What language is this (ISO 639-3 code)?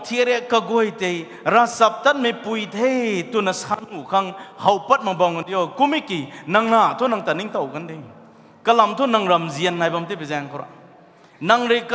nbu